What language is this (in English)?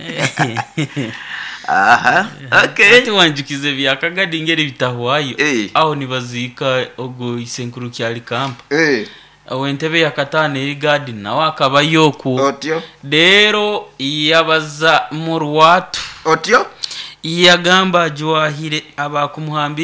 Nyoro